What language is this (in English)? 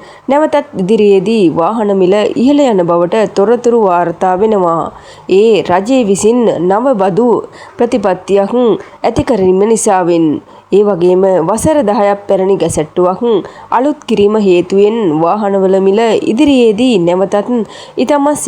Sinhala